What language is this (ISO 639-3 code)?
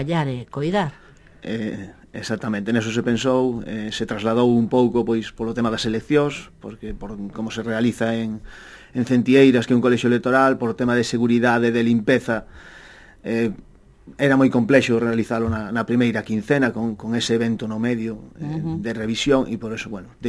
glg